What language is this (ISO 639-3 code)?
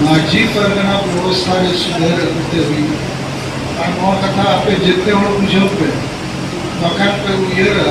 sat